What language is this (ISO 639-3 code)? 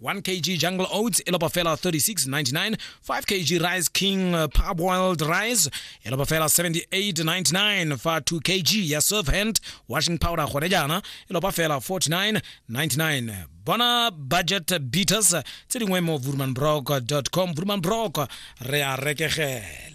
tsn